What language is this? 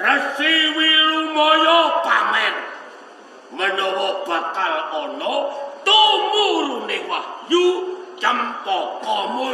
Javanese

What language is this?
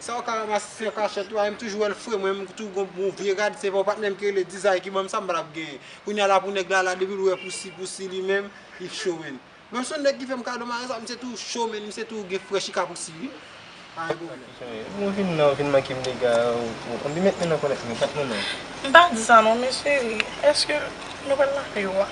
Haitian Creole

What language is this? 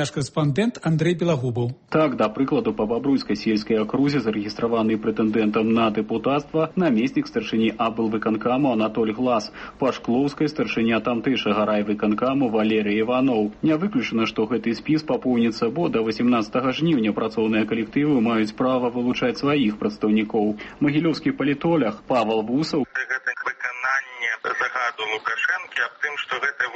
Belarusian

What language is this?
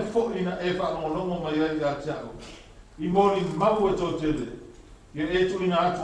Samoan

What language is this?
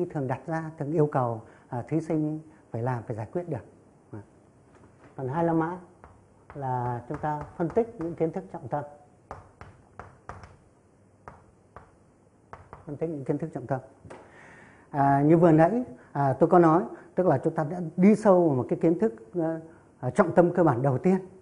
Vietnamese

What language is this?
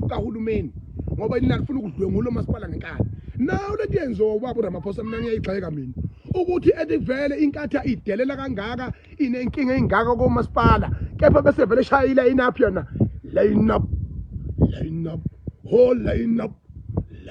Zulu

